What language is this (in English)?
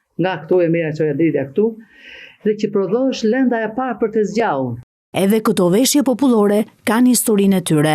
Albanian